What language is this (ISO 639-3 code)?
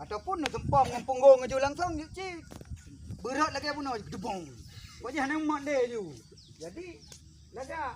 ace